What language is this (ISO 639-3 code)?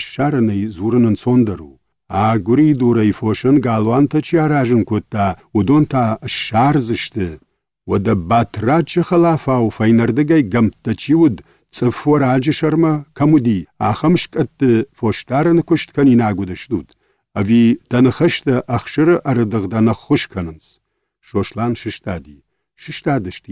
oss